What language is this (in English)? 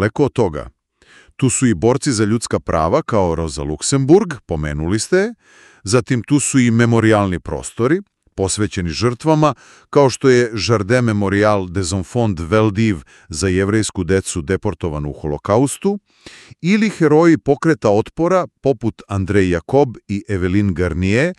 Serbian